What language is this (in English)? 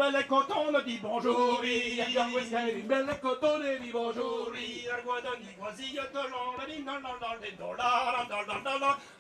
Breton